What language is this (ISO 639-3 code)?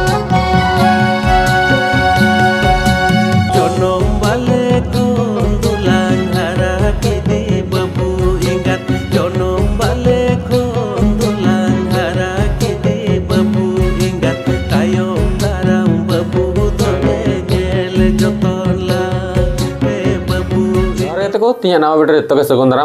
sat